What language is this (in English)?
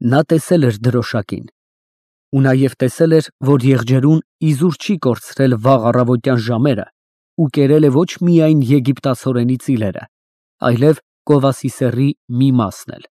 Armenian